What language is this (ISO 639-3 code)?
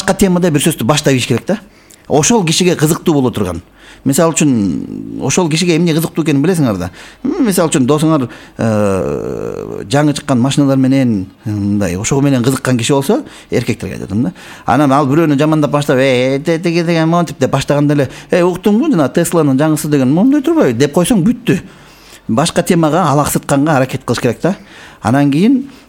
kir